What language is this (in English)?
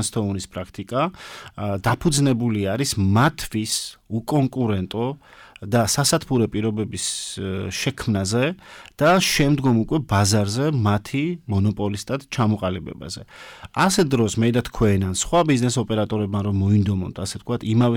Georgian